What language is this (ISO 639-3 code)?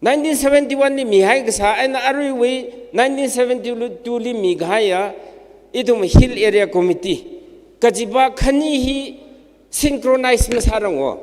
nmf